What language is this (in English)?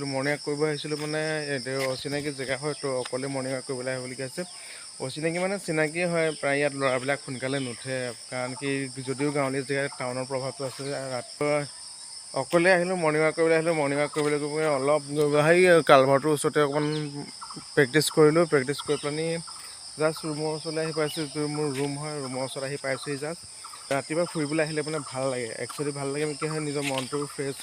Assamese